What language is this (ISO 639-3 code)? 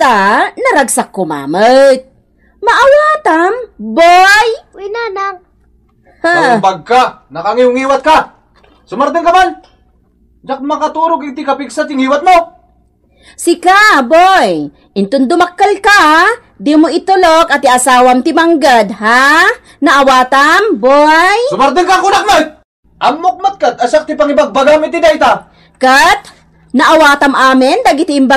ilo